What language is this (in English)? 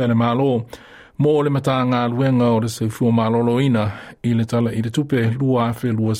Samoan